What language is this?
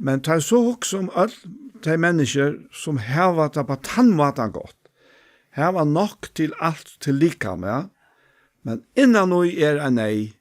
Faroese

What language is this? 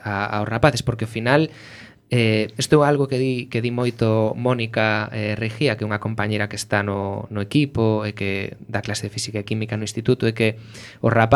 Galician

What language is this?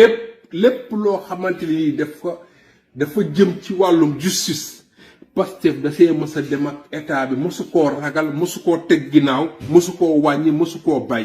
Wolof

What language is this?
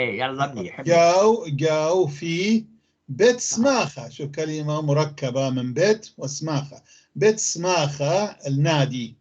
North Levantine Arabic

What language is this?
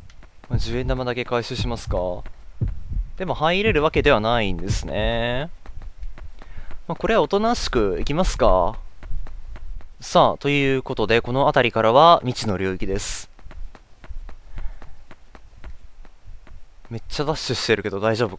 Japanese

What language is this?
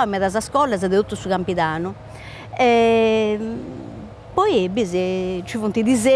Sardinian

